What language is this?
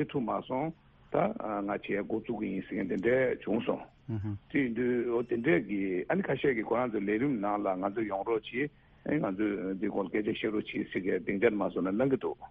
Tibetan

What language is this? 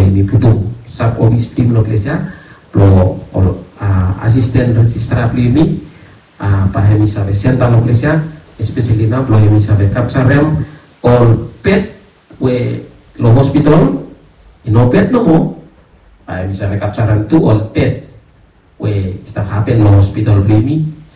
Bislama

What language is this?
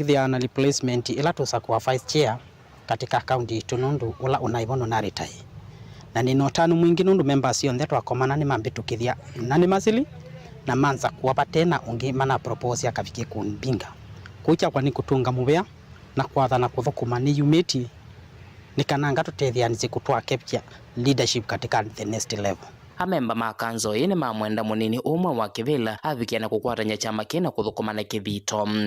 Kamba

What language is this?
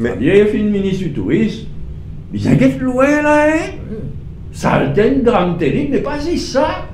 Morisyen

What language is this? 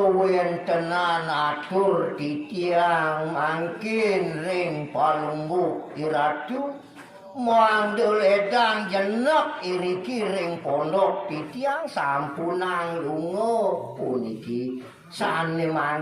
Balinese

